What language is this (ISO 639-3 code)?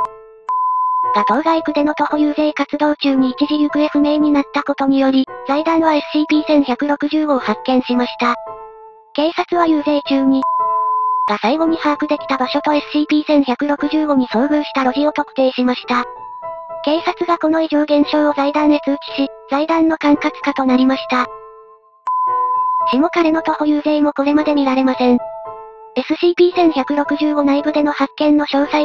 jpn